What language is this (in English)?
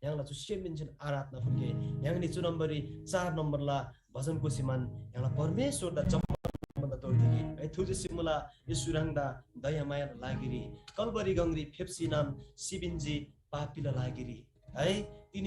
Eastern Tamang